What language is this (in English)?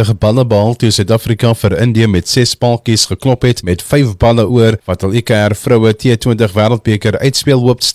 Afrikaans